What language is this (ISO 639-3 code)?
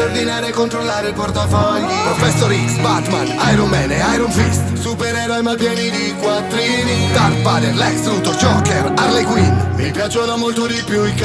ita